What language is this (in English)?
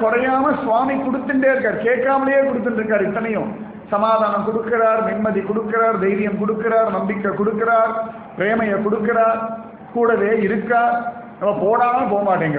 Tamil